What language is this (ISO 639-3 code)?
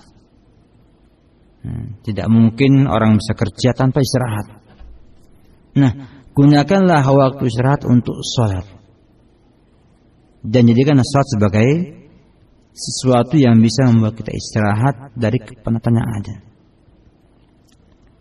ind